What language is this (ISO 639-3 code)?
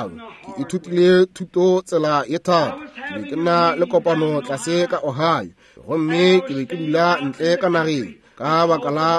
nso